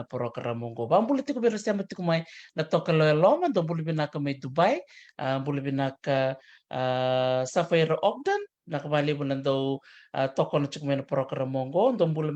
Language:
Fijian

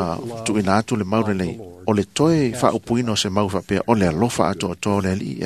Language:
Samoan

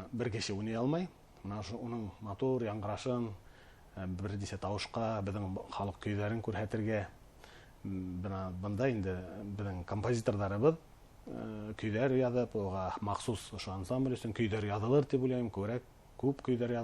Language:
Bashkir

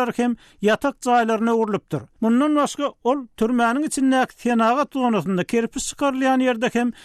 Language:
Turkmen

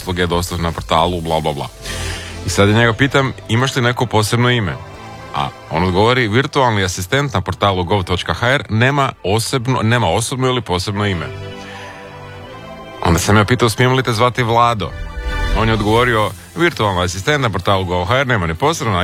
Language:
Croatian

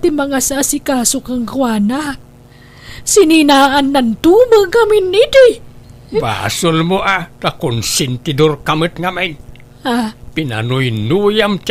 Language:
Iloko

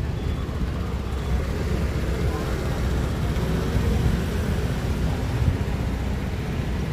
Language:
Chinese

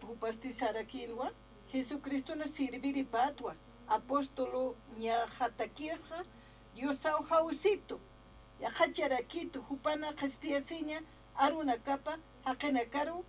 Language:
Aymara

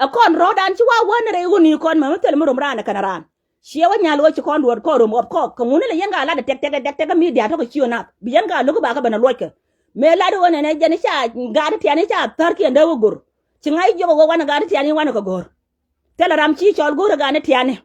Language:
Nuer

